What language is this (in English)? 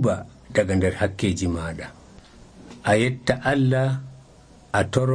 Nigerian Fulfulde